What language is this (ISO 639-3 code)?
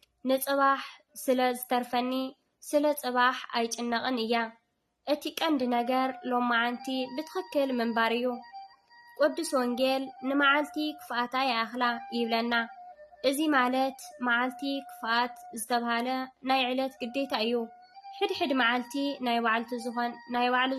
tir